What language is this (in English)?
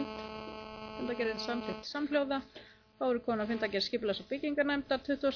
Icelandic